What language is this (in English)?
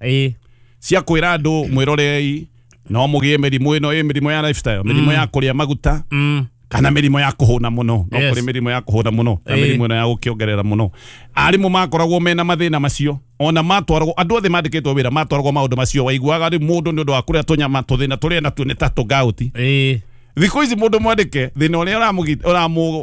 Kikuyu